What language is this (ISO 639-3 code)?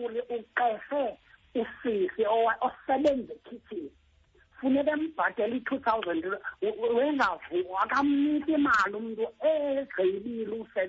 xho